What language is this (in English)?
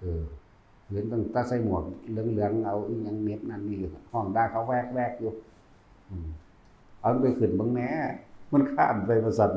Northeastern Thai